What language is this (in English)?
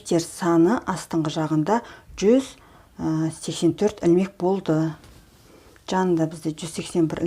Kazakh